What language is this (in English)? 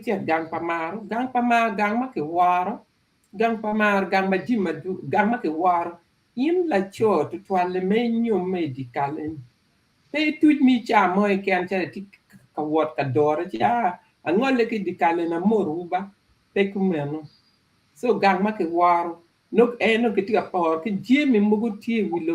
Acoli